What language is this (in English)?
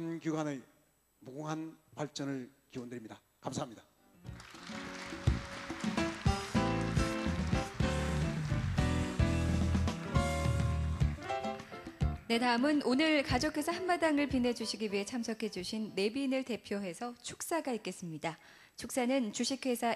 Korean